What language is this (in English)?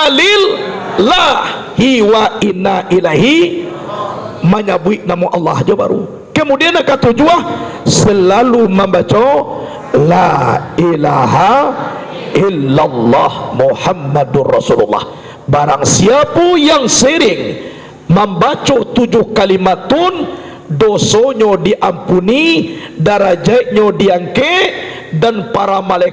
Minangkabau